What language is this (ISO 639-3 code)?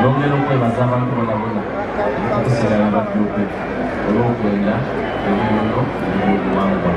xog